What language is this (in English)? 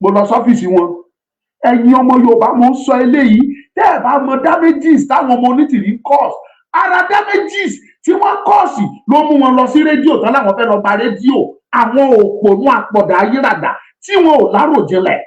Yoruba